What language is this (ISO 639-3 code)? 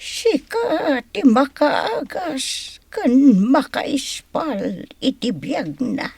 ilo